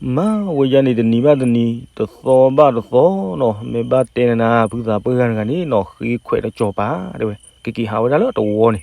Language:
S'gaw Karen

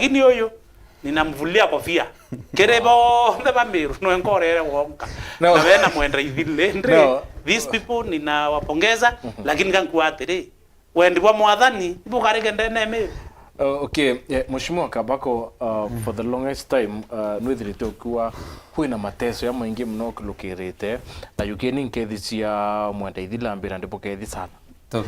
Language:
Meru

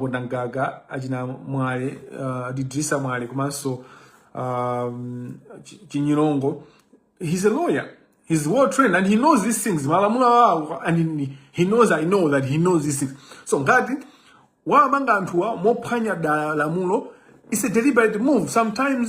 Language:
Nyanja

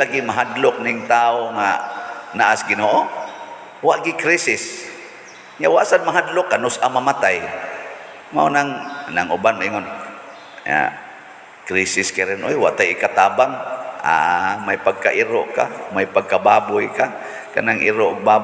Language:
Cebuano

